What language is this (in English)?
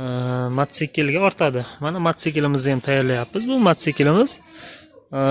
Uzbek